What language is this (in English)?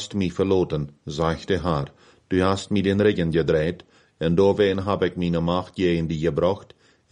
Plautdietsch